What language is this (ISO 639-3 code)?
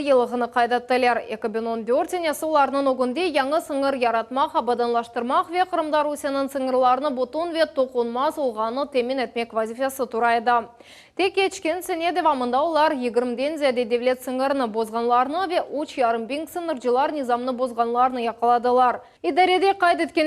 crh